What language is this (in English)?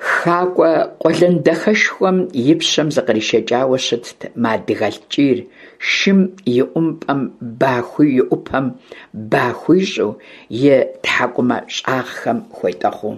Kabardian